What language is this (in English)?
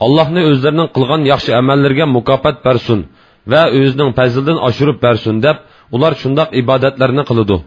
Uyghur